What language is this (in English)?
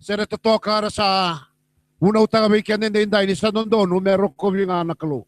Fijian